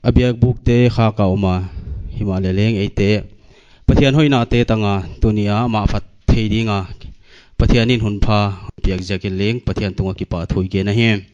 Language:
Paite Chin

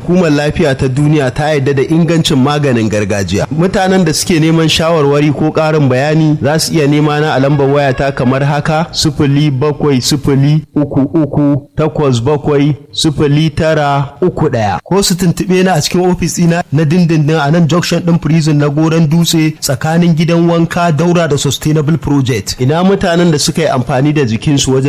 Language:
Hausa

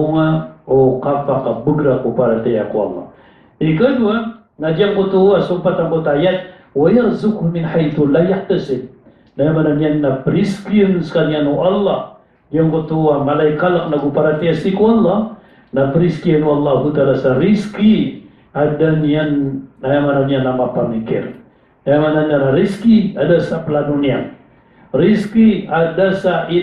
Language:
Maranao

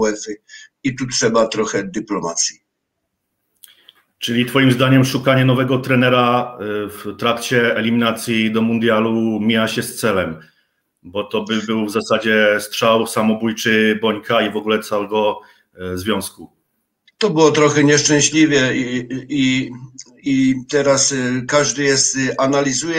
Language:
Polish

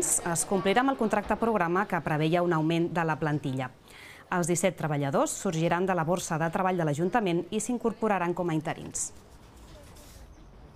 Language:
Catalan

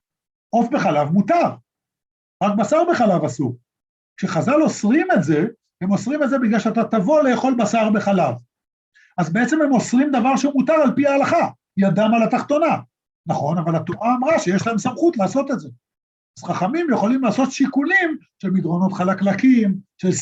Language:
Hebrew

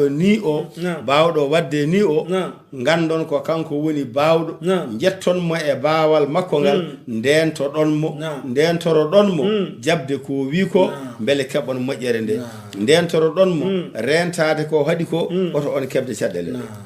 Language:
Fula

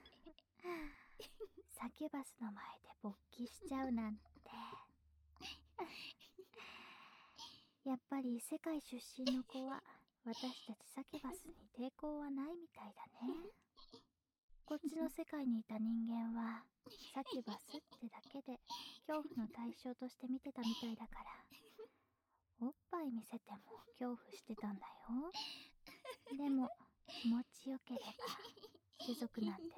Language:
Japanese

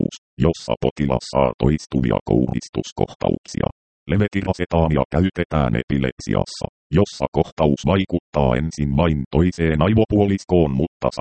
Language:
Finnish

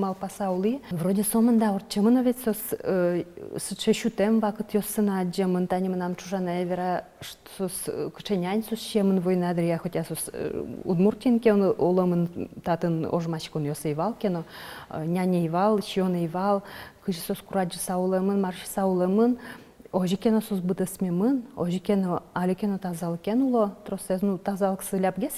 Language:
Udmurt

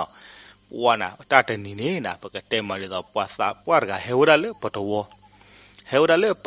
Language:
S'gaw Karen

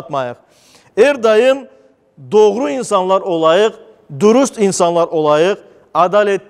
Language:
Crimean Tatar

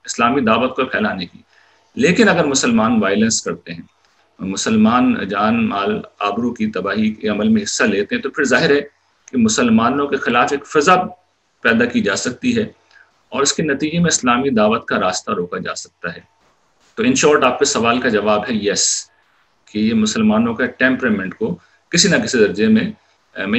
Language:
Urdu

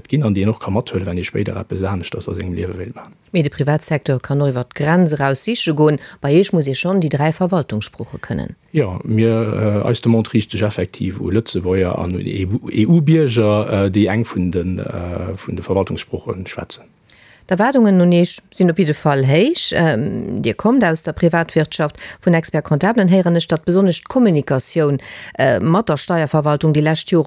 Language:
Luxembourgish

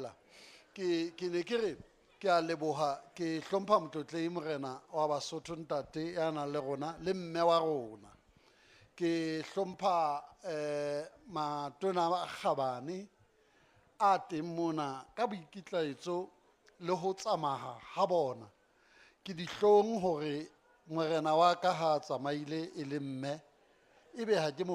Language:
Southern Sotho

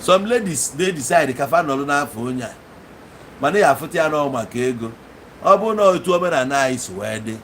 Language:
Igbo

